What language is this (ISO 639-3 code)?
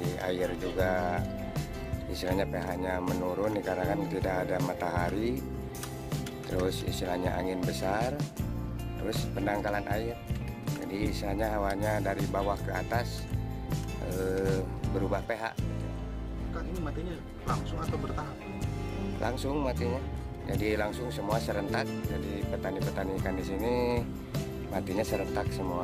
ind